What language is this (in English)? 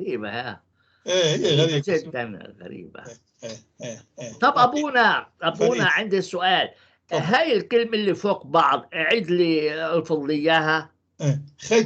North Levantine Arabic